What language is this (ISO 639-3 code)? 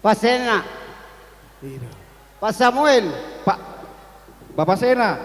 bbc